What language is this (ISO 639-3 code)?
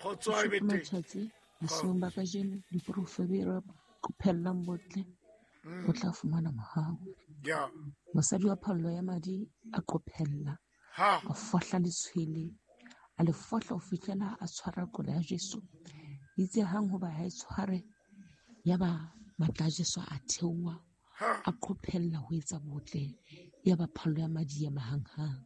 sot